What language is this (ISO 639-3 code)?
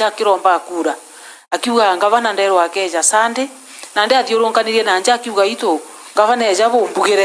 mer